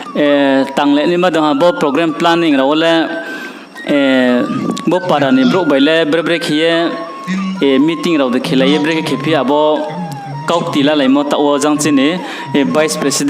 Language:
Riang (India)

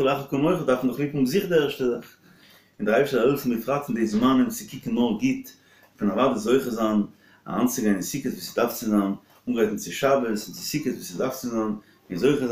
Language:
Yiddish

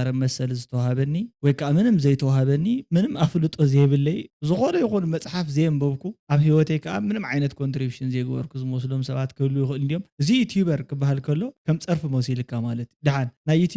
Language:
Tigrinya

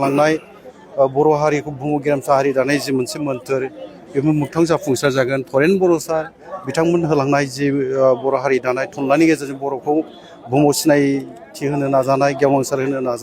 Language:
Bodo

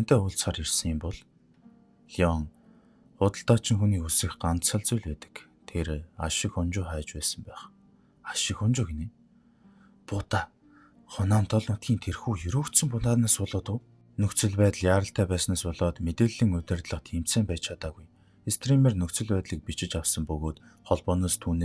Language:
Mongolian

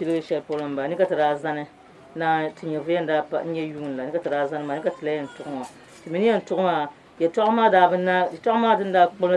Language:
Dagbani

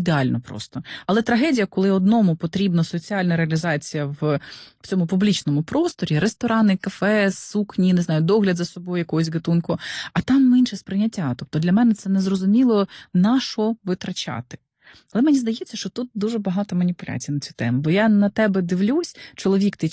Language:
Ukrainian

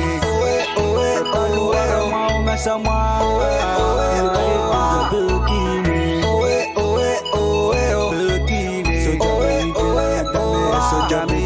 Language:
Pohnpeian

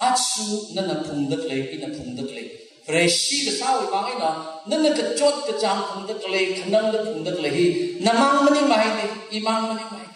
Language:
Tangkhul Naga (India)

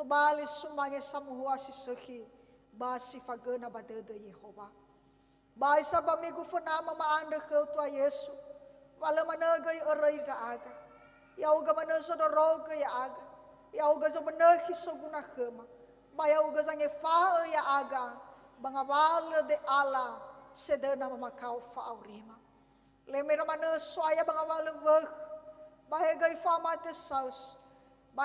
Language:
Nias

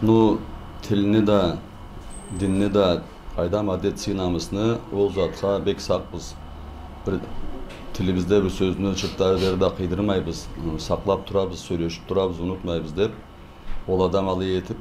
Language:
Karachay-Balkar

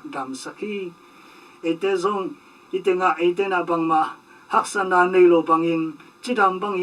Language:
Tedim Chin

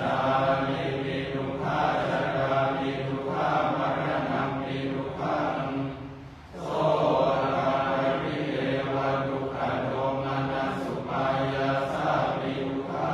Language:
Pali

